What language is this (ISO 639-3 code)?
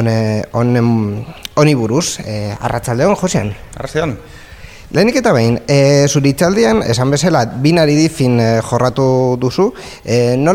eus